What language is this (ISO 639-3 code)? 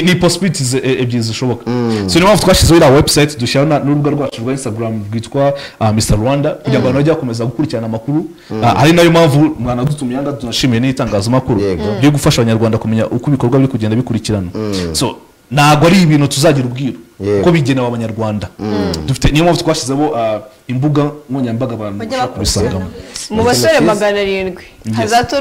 kin